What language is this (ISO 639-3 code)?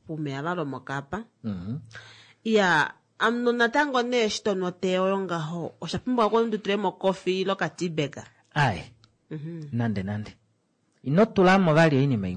kua